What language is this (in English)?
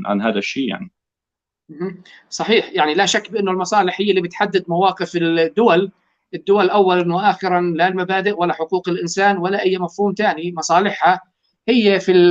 North Levantine Arabic